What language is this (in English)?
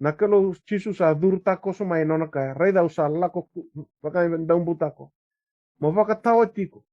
Fijian